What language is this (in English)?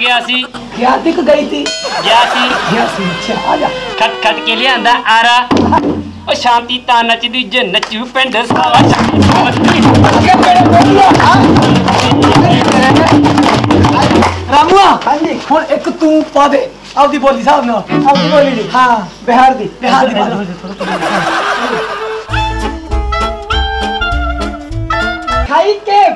Punjabi